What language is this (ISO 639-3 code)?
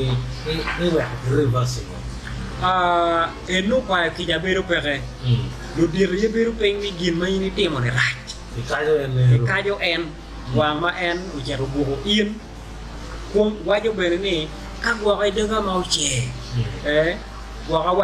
ach